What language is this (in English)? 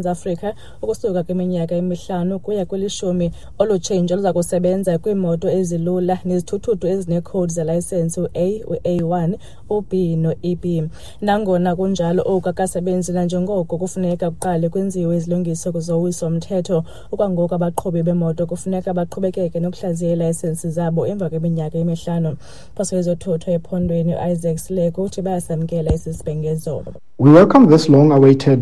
Xhosa